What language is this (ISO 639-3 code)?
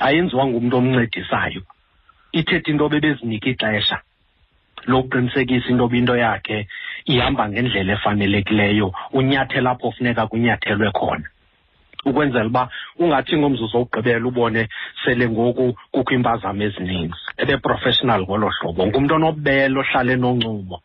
xho